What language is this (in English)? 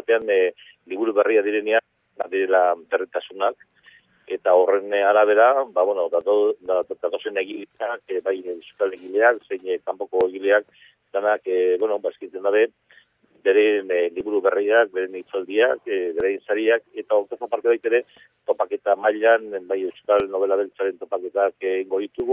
Basque